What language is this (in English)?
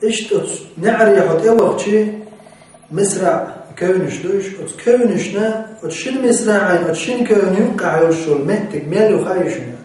Chechen